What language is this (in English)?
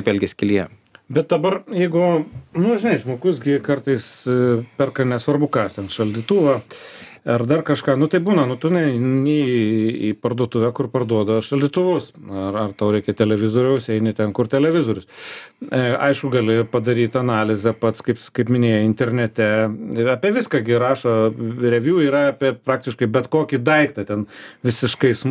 Lithuanian